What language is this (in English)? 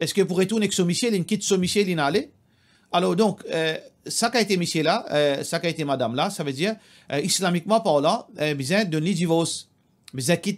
Morisyen